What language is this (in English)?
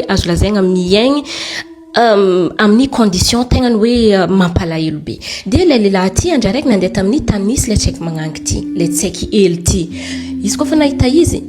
Malagasy